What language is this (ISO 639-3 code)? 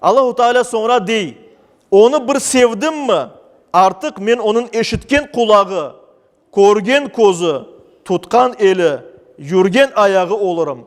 crh